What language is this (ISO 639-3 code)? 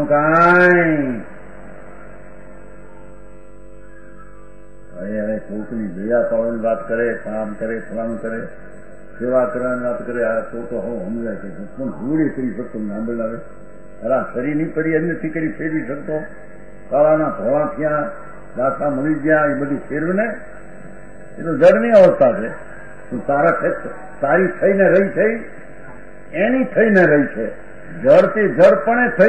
guj